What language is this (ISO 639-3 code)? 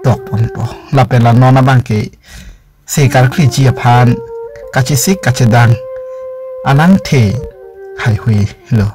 mjw